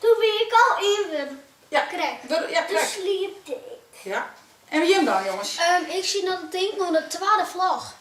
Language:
Western Frisian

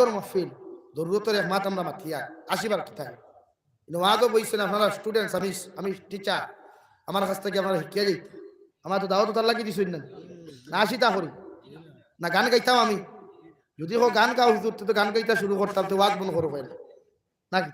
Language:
Sylheti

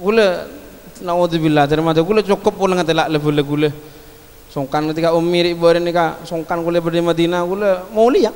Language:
Madurese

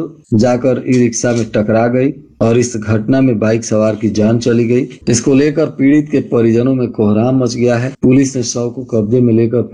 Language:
Hindi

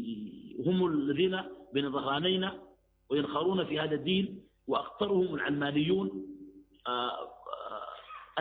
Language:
Arabic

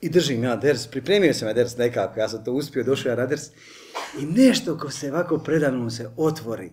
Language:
Bosnian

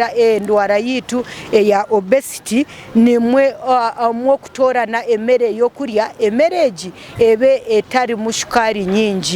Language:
Nyankole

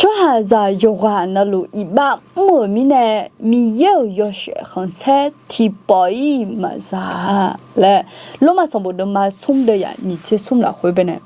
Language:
Akha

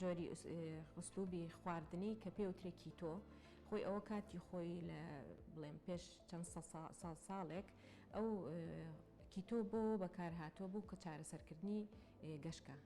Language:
Central Kurdish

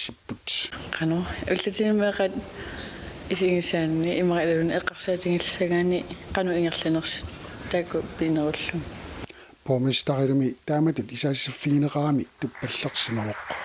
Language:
Kalaallisut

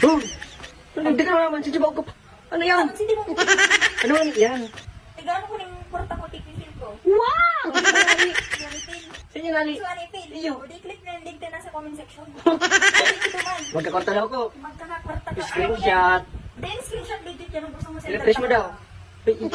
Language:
Bikol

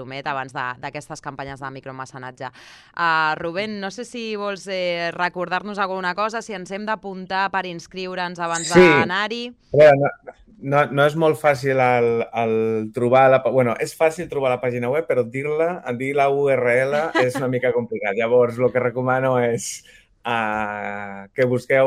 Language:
Catalan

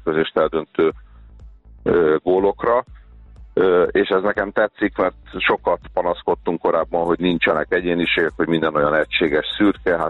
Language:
Hungarian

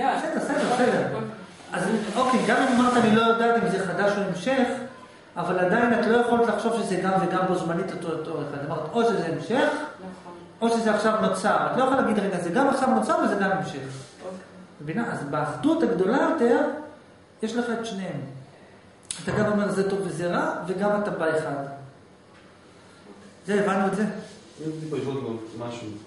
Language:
Hebrew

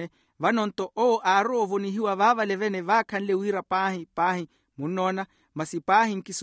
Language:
Makhuwa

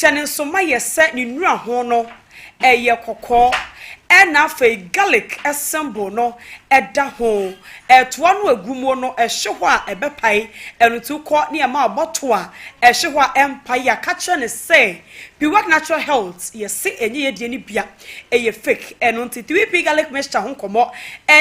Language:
Akan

